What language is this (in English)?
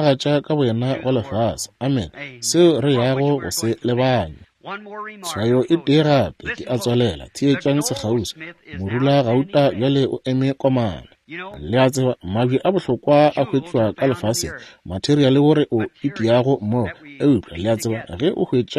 Northern Sotho